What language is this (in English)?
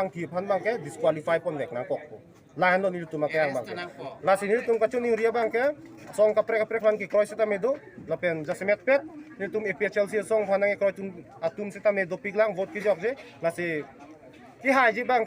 Karbi